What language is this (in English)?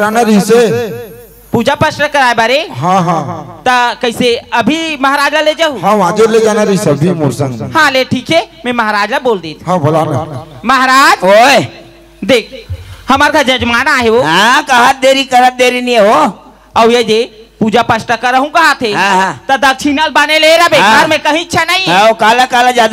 Chhattisgarhi